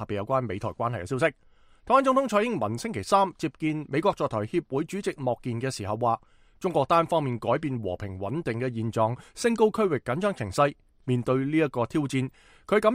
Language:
Cantonese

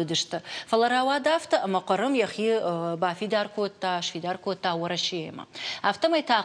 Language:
Ossetic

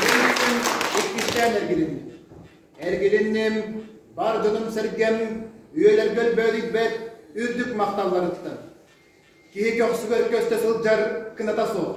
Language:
Yakut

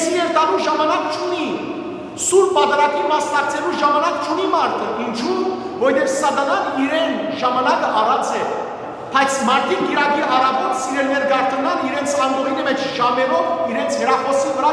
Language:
Western Armenian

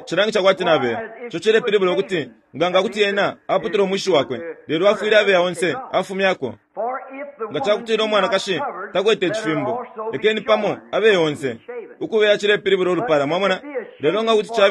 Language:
Bemba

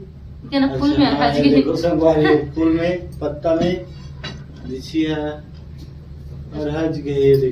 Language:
Chhattisgarhi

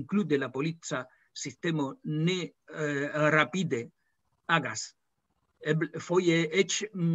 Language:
Esperanto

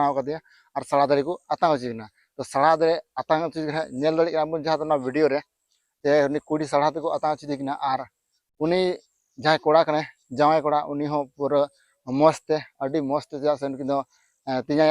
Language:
Santali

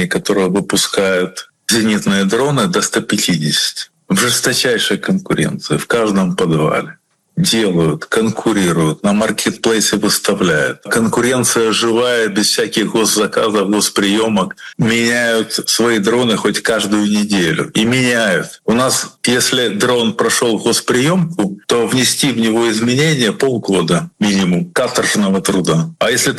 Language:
Russian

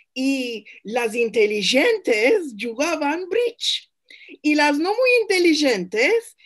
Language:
Ladino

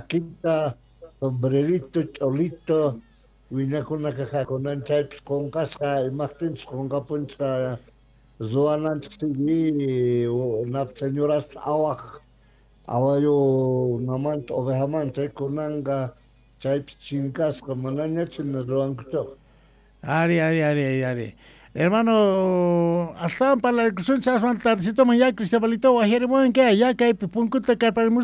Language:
South Bolivian Quechua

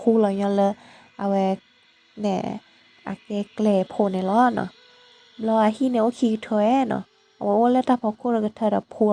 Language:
S'gaw Karen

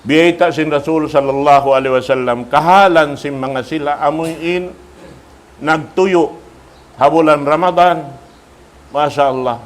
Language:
Tausug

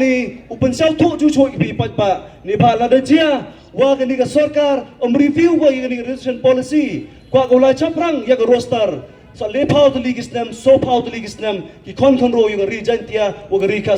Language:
Pnar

